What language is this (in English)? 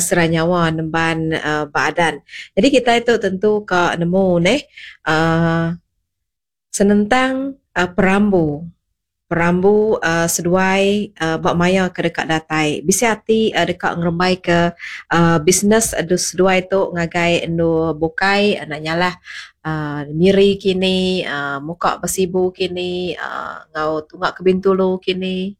Iban